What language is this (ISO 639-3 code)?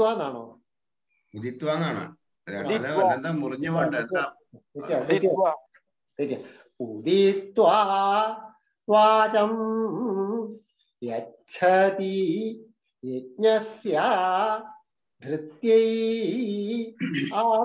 mal